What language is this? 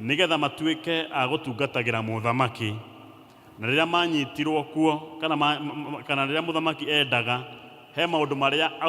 Kikuyu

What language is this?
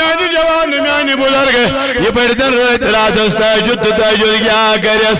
Kashmiri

